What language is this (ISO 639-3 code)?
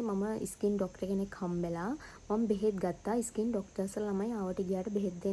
sin